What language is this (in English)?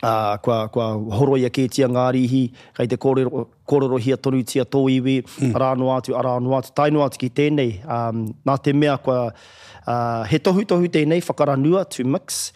Māori